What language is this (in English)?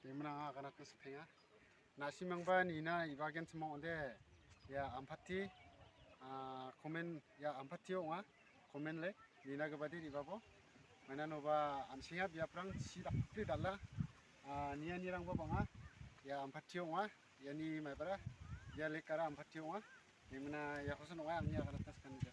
Garo